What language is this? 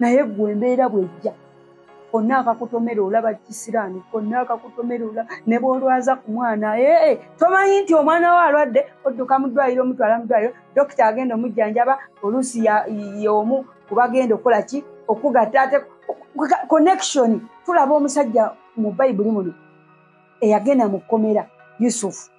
Ganda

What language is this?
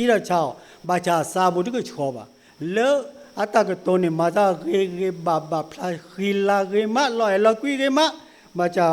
S'gaw Karen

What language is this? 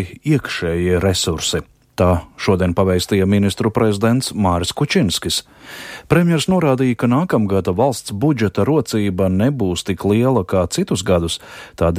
Latvian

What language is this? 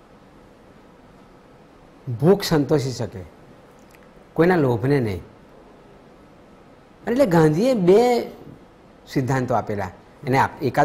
Gujarati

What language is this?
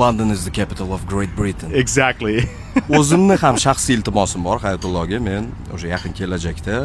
Uzbek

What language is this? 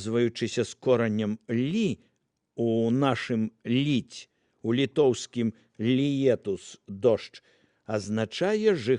Belarusian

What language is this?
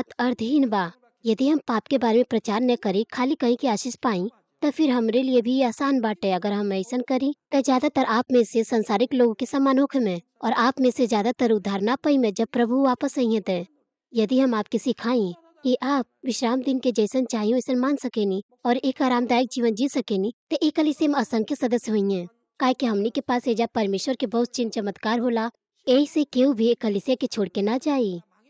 Bhojpuri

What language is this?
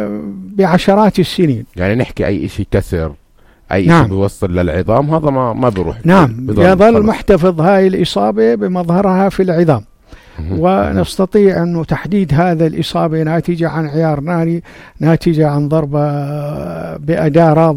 North Levantine Arabic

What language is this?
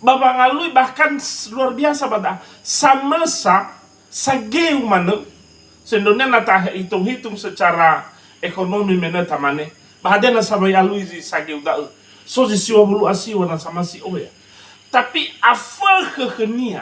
Nias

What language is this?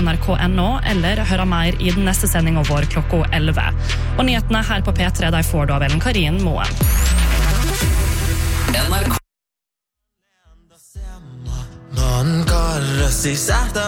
Norwegian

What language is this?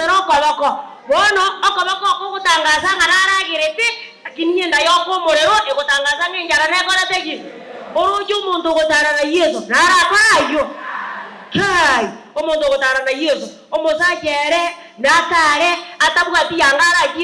Gusii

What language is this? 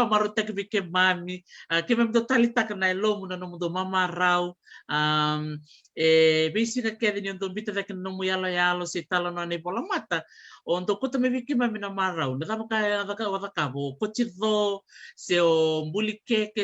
Fijian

